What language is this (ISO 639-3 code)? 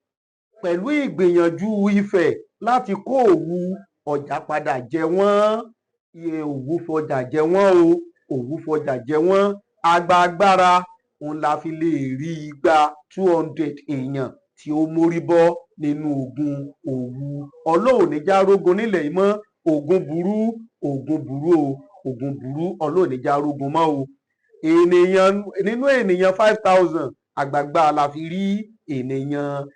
yor